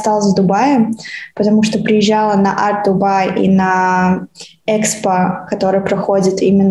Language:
Russian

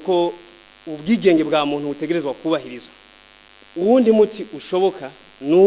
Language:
Rundi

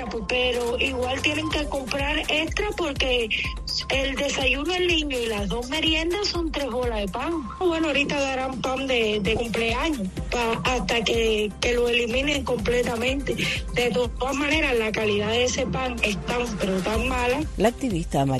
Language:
Spanish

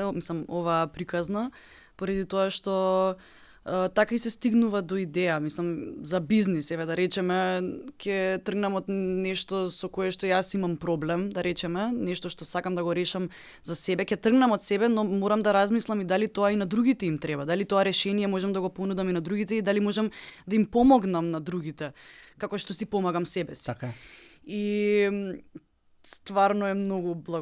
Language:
Macedonian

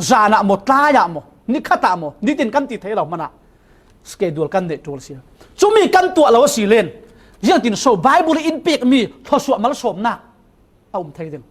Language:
Falam Chin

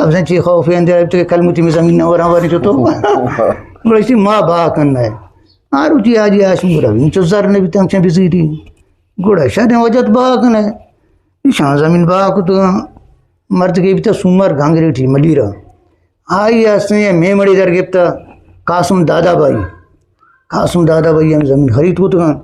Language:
Eastern Balochi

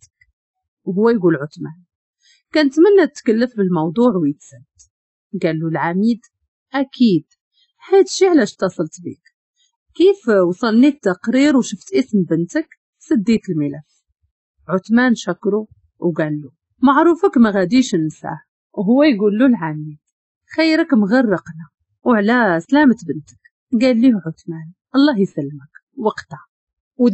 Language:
Moroccan Arabic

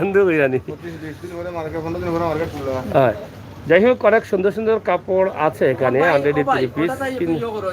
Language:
Sylheti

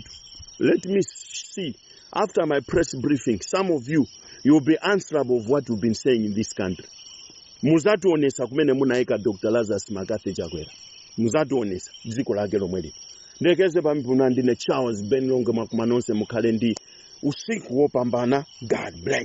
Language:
Nyanja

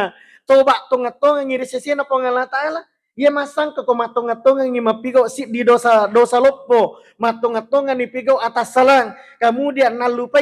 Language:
Buginese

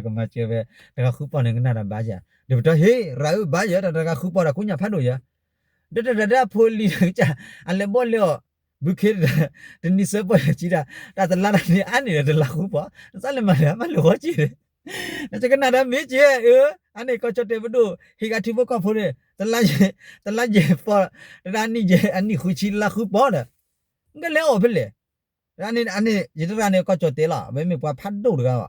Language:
S'gaw Karen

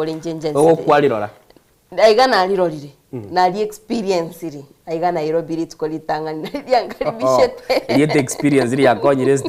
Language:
Gusii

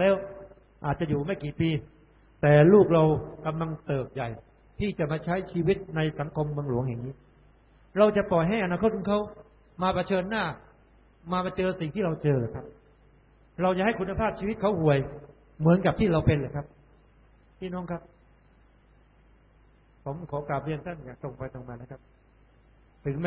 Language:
Thai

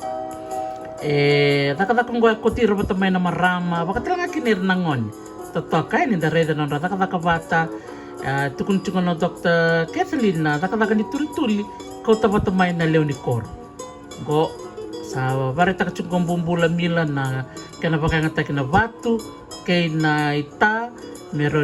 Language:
Fijian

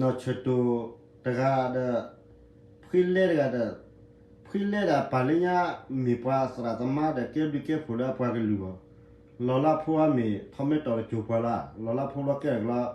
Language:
S'gaw Karen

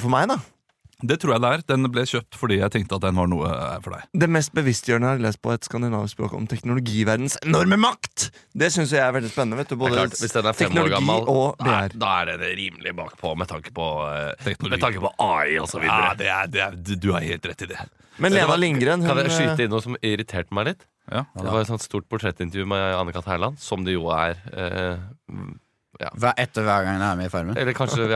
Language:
Norwegian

